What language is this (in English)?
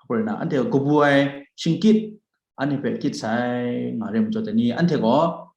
Kachin